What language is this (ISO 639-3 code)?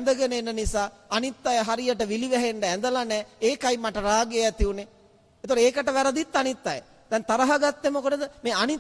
sin